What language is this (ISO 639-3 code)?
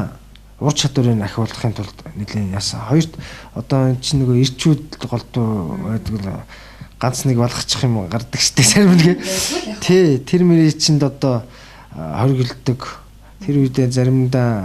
mon